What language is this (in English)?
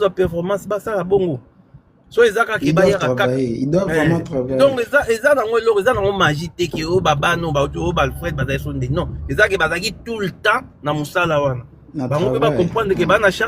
Lingala